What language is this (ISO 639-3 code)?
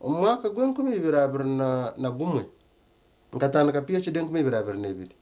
nyn